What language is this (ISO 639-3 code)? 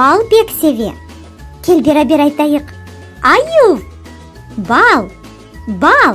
crh